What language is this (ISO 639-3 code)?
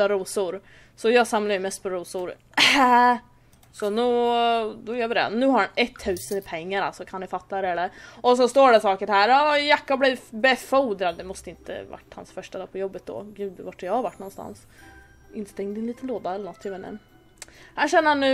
swe